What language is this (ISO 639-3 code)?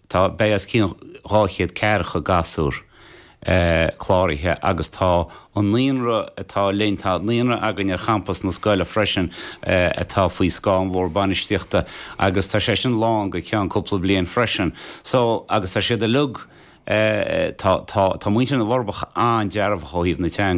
gle